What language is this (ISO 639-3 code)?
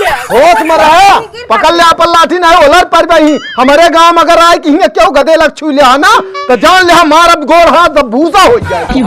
awa